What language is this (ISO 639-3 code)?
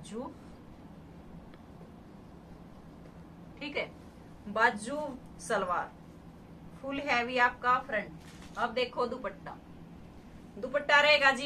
hin